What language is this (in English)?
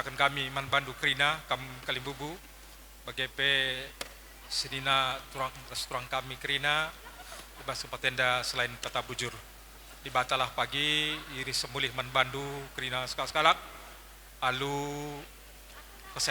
Batak Karo